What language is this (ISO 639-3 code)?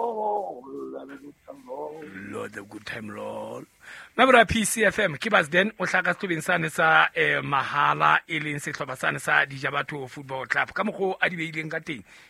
sot